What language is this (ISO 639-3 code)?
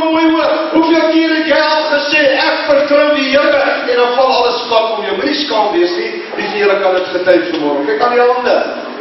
afr